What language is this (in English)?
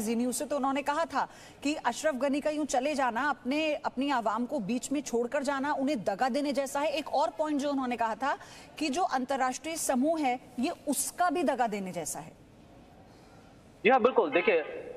Hindi